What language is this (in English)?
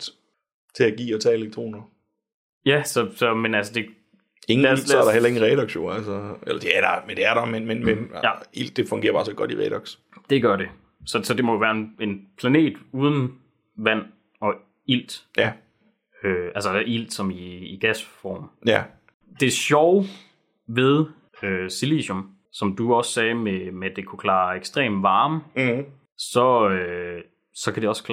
Danish